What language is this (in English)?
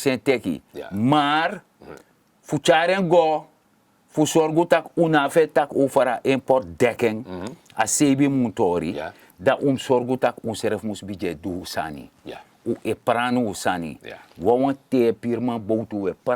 Sranan Tongo